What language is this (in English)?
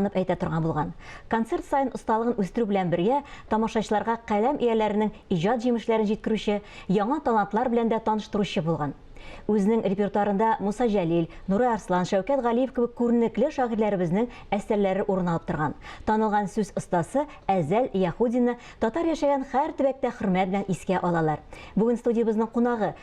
Tatar